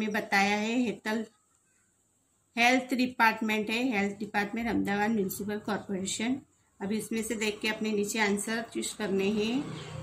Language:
Hindi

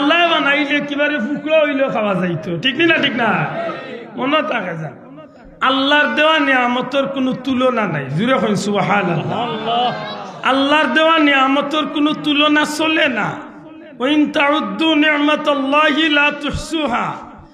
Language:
Sylheti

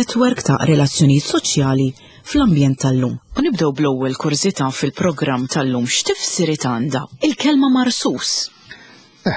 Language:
Maltese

